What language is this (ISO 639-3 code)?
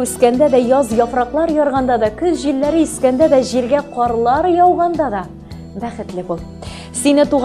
tat